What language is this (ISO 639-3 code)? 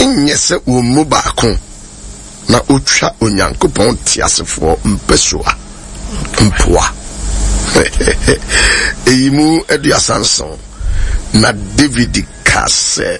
aka